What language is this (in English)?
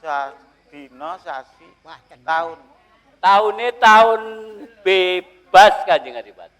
Javanese